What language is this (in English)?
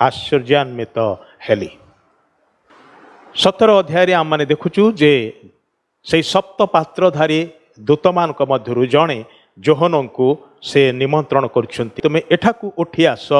Odia